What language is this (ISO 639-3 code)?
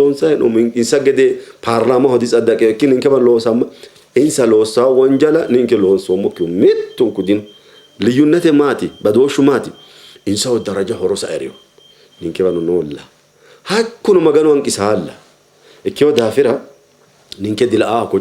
sid